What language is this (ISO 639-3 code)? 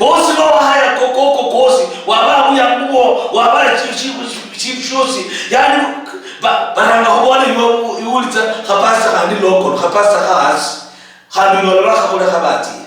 luy